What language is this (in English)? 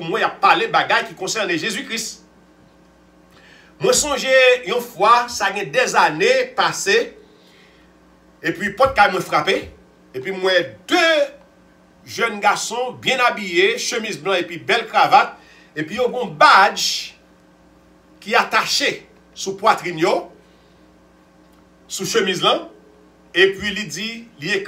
French